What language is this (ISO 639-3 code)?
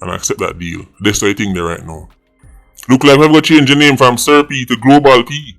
jam